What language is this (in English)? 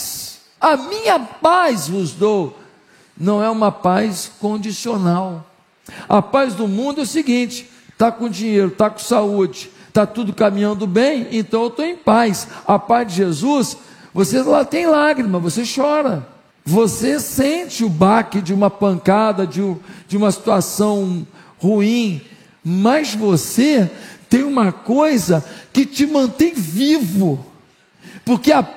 Portuguese